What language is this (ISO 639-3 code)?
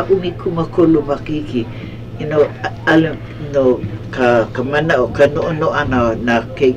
haw